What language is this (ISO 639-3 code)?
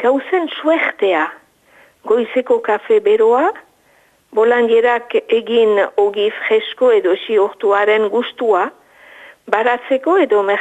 eus